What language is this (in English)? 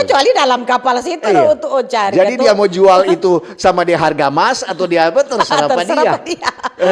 Manado Malay